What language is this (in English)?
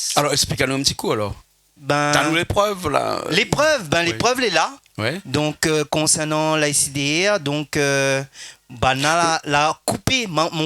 Réunion Creole French